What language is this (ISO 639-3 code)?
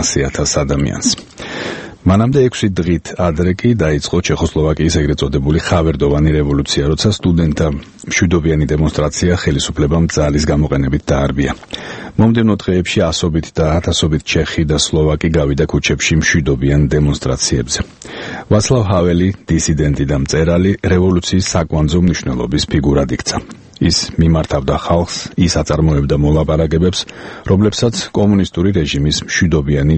kat